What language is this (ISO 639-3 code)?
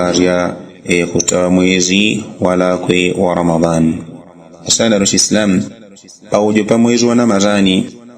yao